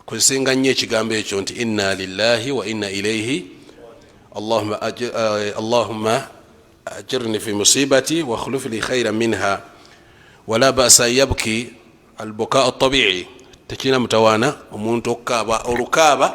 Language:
Ganda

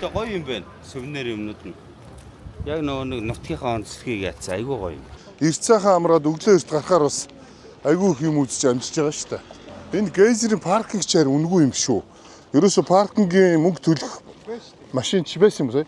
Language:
Mongolian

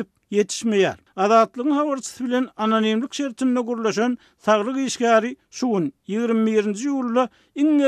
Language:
Turkmen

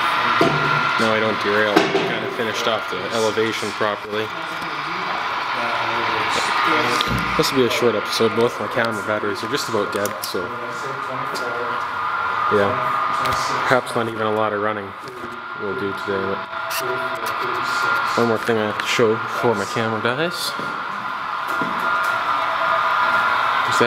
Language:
English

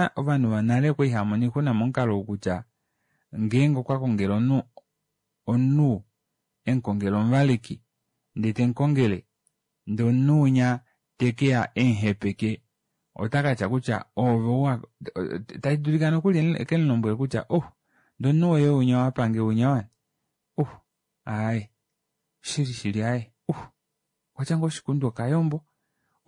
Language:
Kuanyama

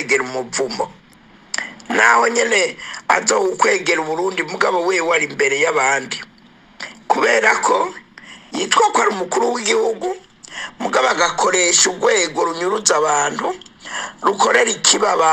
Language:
Rundi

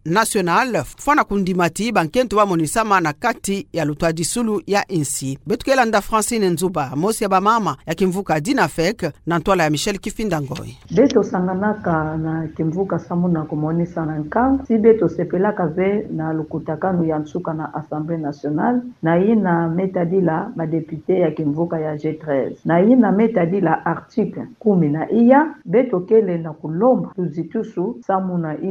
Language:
Kituba (Democratic Republic of Congo)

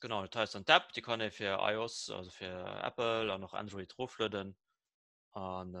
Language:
Luxembourgish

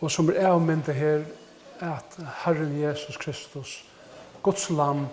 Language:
Faroese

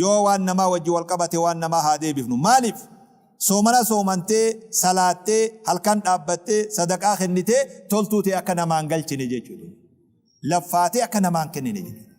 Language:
Oromo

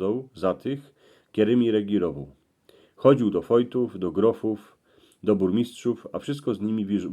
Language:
Silesian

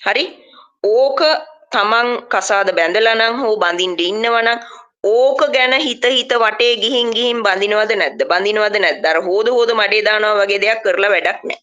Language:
Sinhala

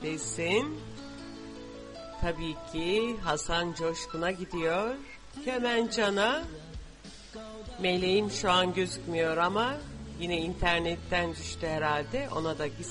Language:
Turkish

